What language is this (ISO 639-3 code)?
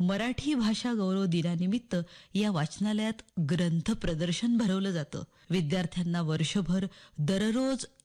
mar